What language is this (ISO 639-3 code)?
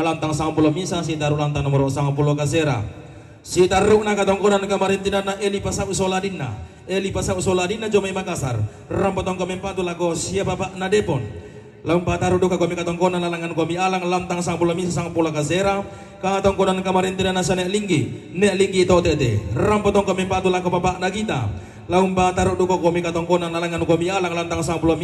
sda